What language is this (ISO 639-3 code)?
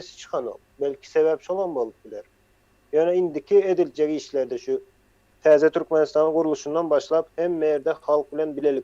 tuk